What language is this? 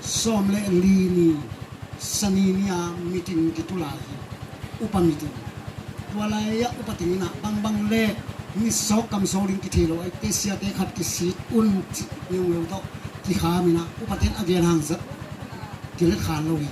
Tedim Chin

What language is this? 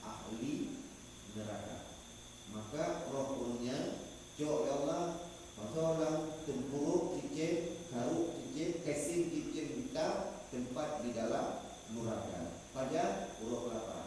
Achinese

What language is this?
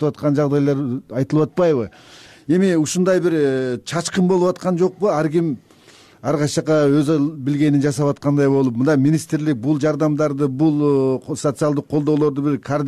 Kyrgyz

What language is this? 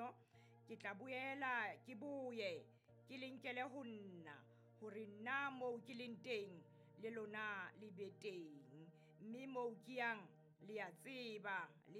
Southern Sotho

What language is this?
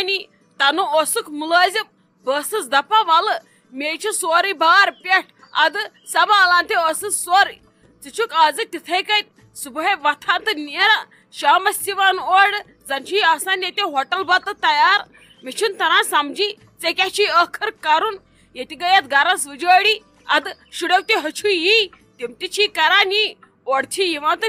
Kashmiri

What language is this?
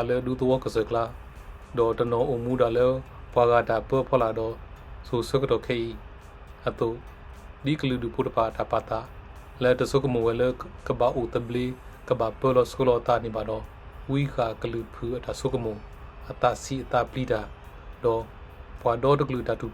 S'gaw Karen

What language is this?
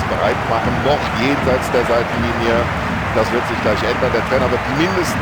Bavarian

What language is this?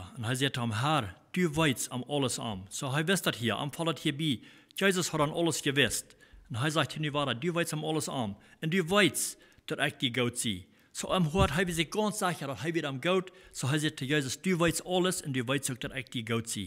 Plautdietsch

